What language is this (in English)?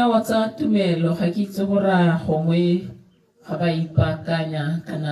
Tswana